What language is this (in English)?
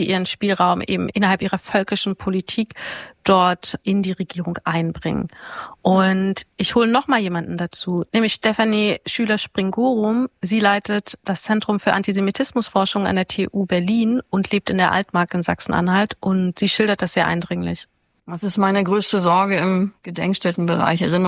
German